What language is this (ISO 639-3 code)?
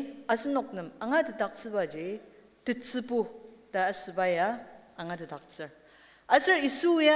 njo